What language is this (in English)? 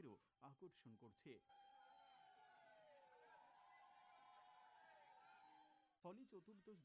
Bangla